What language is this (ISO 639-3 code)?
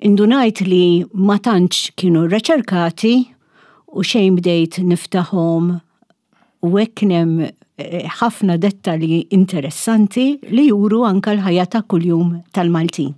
mlt